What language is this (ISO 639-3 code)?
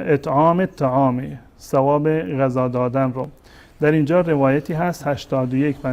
fas